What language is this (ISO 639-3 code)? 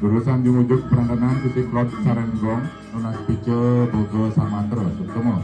ban